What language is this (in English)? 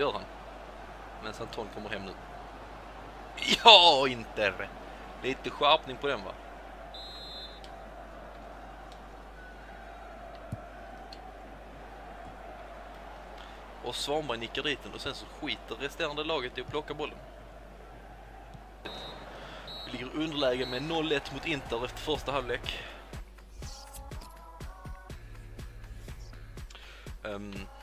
Swedish